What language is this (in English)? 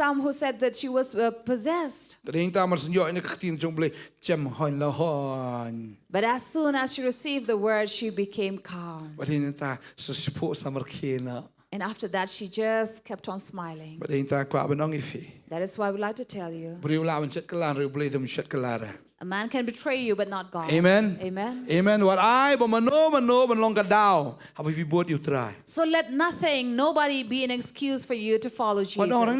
Khasi